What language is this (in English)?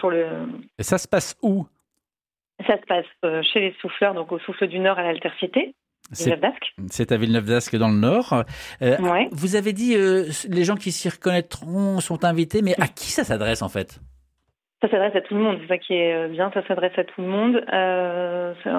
French